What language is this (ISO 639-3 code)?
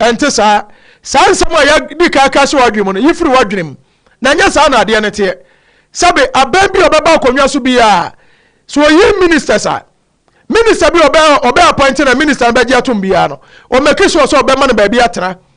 aka